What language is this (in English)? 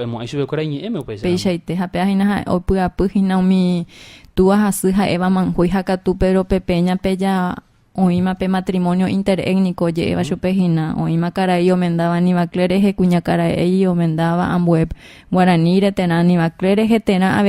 Guarani